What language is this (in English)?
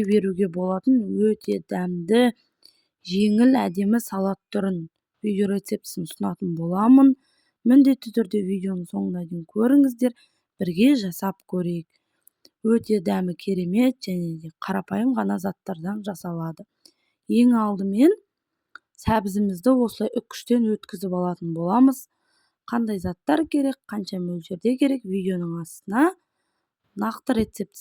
Kazakh